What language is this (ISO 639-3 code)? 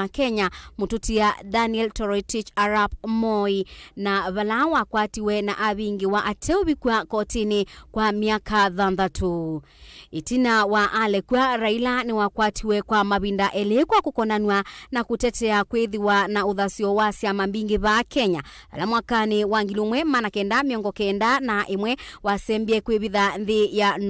kam